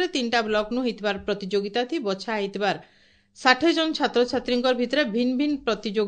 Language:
Odia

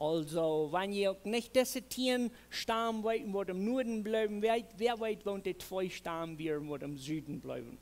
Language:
Plautdietsch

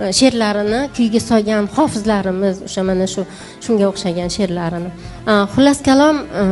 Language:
Uzbek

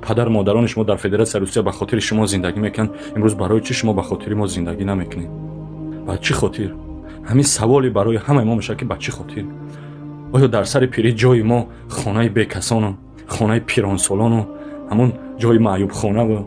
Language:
Tajik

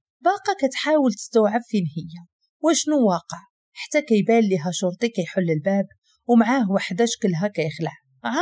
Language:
Moroccan Arabic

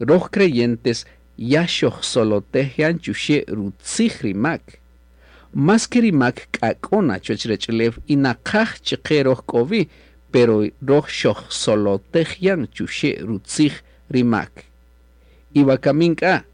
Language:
Kaqchikel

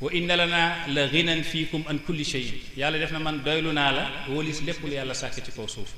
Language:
Wolof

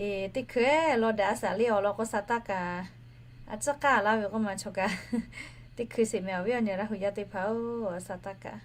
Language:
Lahu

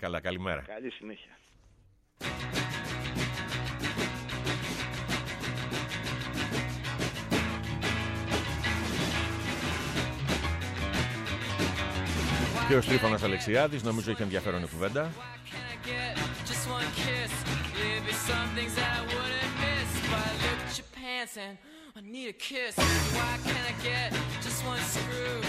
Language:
Greek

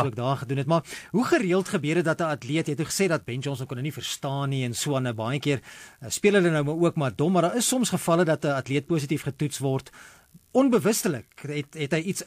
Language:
Afrikaans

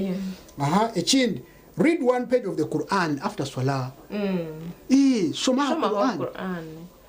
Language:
Nyankole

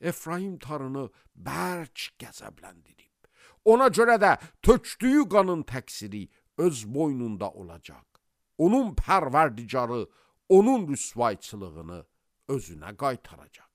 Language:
Azerbaijani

